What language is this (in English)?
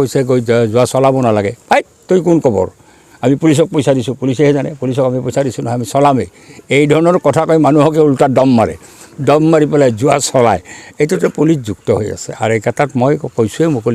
Assamese